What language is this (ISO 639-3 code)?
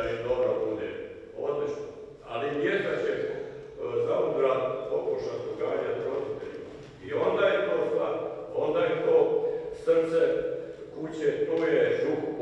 hrv